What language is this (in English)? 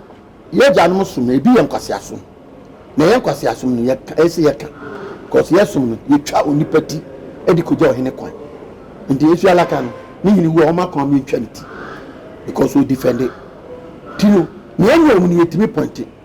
Akan